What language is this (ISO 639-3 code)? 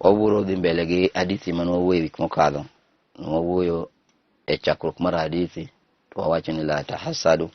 luo